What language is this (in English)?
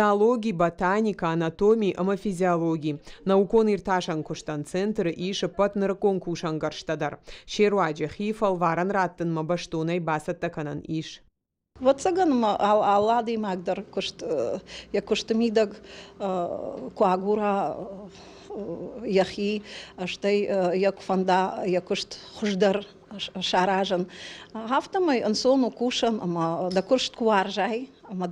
Ossetic